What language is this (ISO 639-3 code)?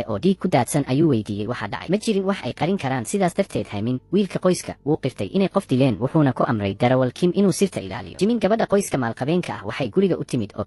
som